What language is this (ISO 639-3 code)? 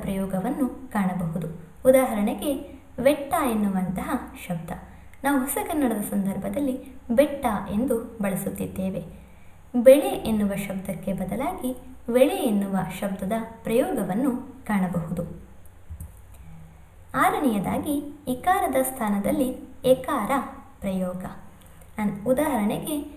kan